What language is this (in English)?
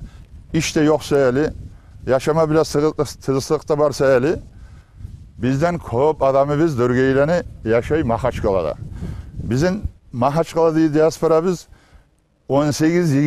Kumyk